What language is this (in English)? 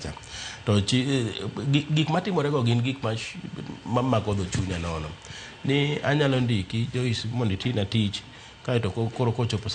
Luo (Kenya and Tanzania)